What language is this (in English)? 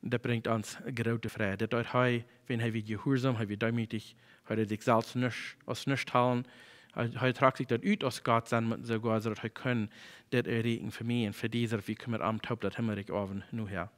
Plautdietsch